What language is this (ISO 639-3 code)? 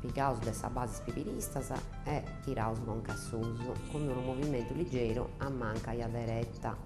srd